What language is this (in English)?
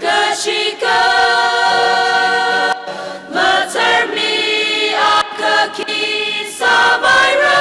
Tangkhul Naga (India)